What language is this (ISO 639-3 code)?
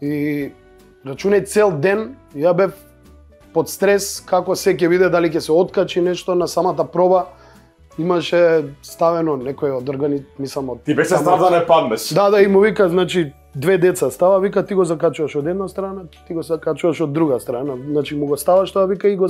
mkd